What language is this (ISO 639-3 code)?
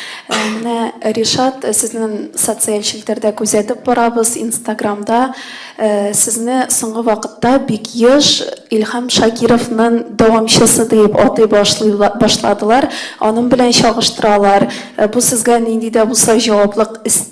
tat